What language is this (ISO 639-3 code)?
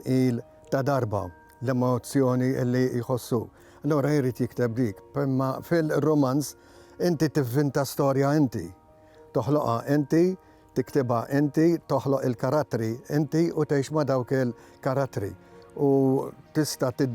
mlt